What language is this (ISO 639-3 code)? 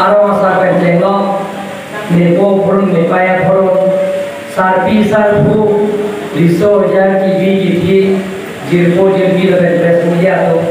mjw